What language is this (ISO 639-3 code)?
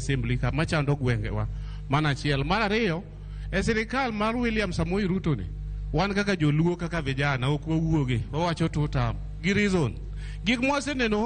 luo